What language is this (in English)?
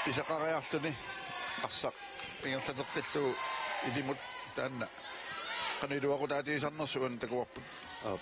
Kalaallisut